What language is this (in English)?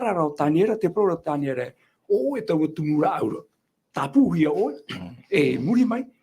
Tahitian